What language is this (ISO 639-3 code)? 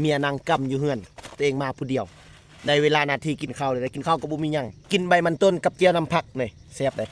lao